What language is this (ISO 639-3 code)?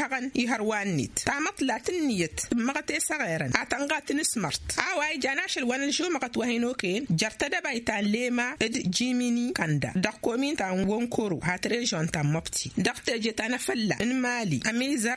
taq